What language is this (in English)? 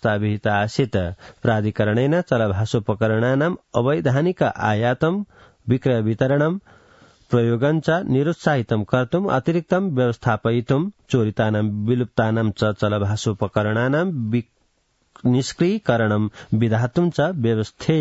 Sanskrit